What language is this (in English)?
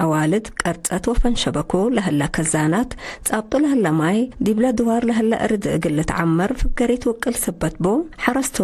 Tigre